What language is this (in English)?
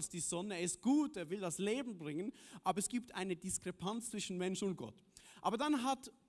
Swiss German